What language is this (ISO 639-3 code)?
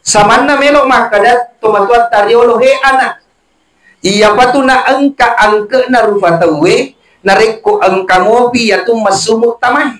bug